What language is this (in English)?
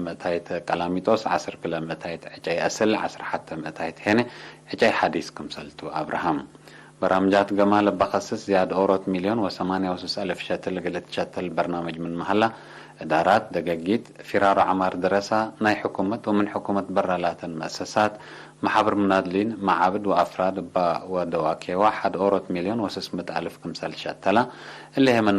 Tigre